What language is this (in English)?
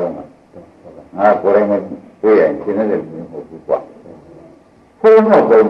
Burmese